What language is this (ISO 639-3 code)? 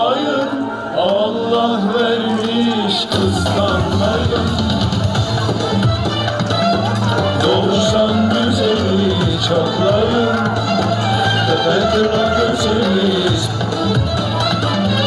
tur